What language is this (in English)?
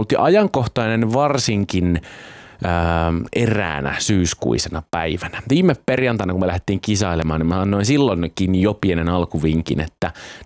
Finnish